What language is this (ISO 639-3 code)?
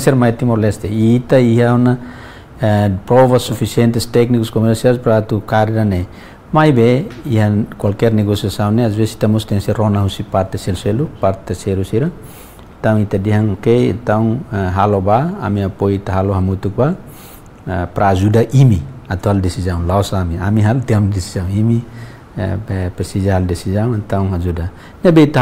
tet